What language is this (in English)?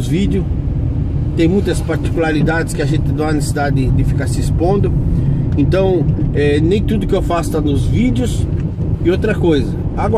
Portuguese